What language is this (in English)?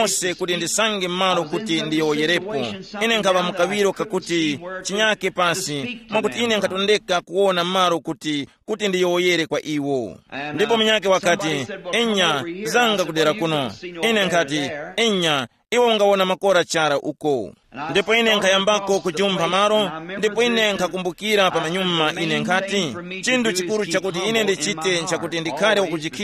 Tumbuka